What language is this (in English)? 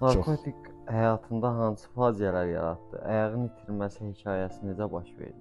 Azerbaijani